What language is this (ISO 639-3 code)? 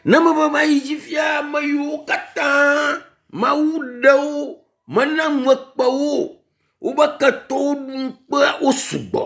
ewe